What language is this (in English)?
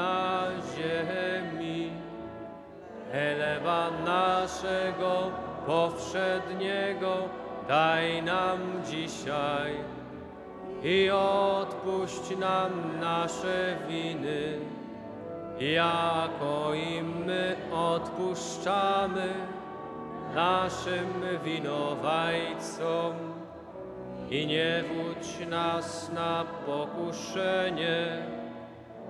Polish